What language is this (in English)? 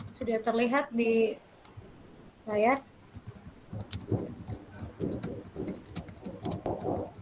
Indonesian